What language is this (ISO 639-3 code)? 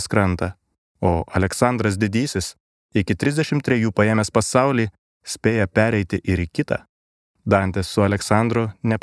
lit